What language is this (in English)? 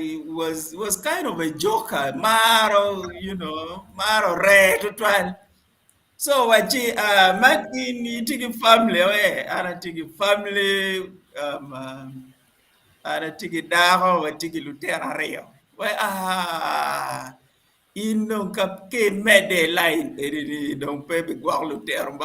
Acoli